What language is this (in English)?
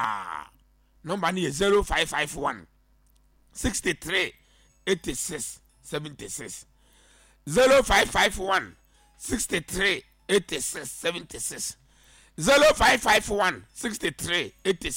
Akan